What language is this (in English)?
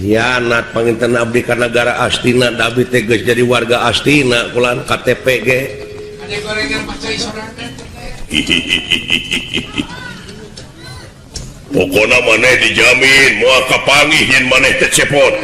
Sundanese